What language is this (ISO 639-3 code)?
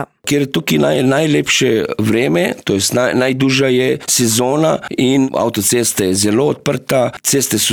slv